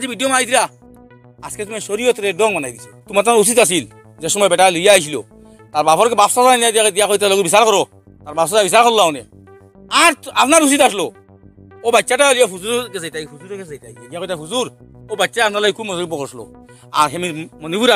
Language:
Sylheti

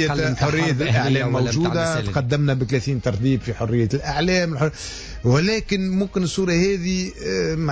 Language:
Tunisian Arabic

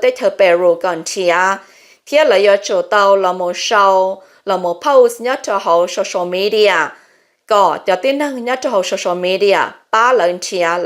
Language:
Hmong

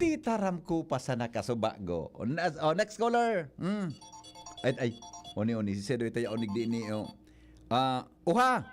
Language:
Bikol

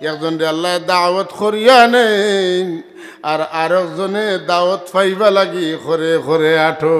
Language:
Sylheti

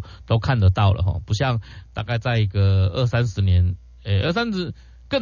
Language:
Chinese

